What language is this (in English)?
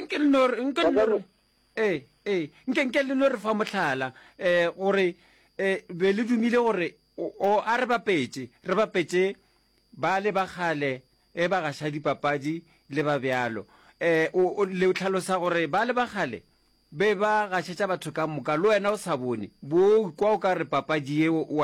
Northern Sotho